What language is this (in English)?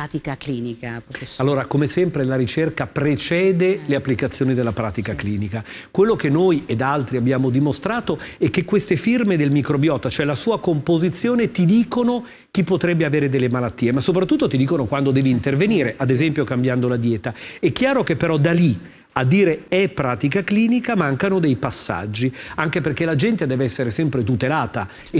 Italian